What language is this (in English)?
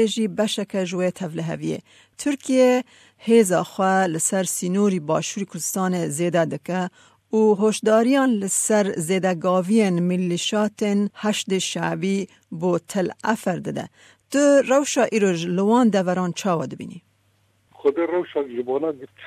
Kurdish